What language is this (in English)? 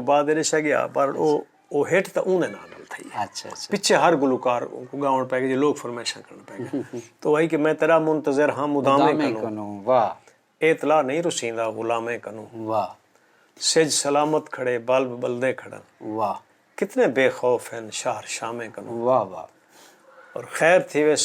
Saraiki